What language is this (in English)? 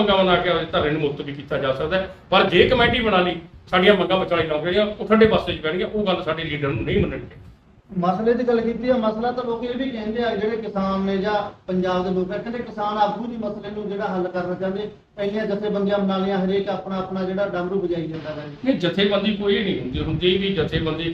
Punjabi